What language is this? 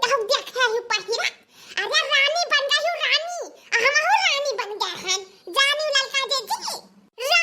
Awadhi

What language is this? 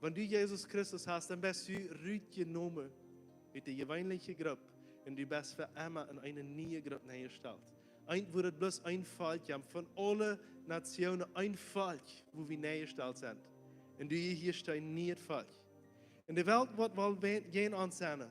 Plautdietsch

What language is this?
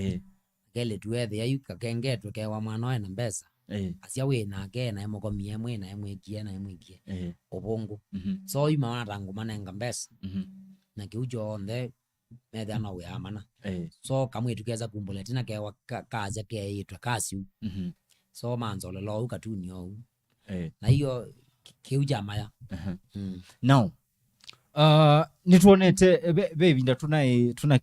Kamba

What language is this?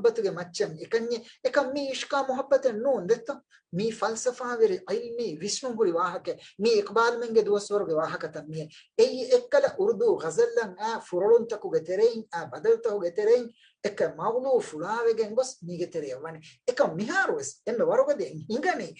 Divehi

